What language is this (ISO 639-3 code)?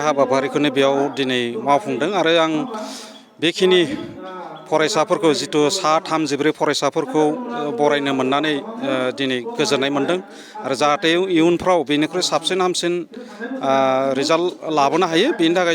brx